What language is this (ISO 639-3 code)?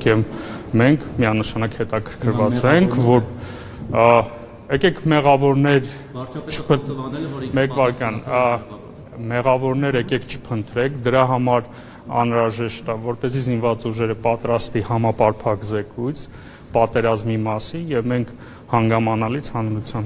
hye